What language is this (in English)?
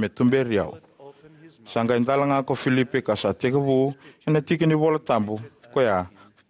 Fijian